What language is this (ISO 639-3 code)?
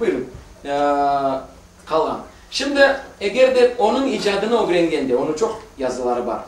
crh